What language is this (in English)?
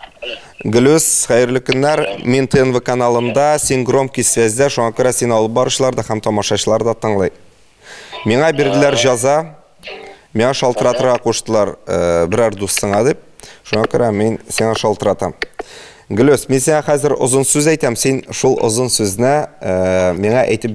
Tatar